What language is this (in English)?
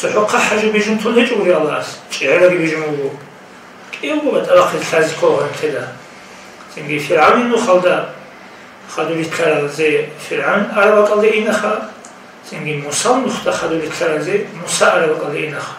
Avaric